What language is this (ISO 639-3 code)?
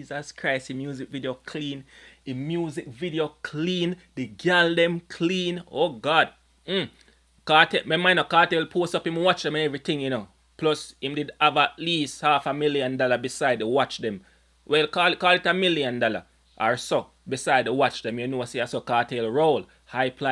jam